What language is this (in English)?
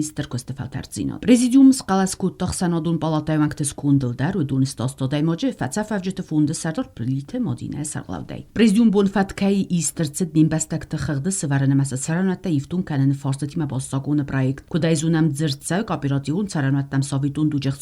Ossetic